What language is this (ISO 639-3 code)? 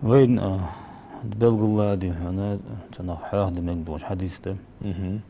inh